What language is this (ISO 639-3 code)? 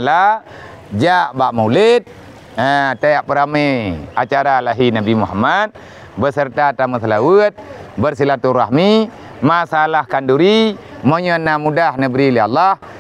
ace